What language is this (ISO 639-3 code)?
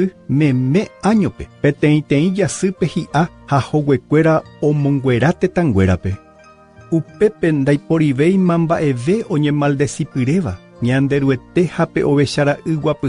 grn